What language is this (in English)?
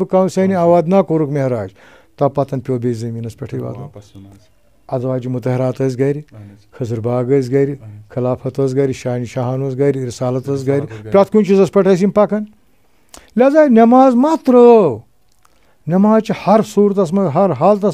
Kashmiri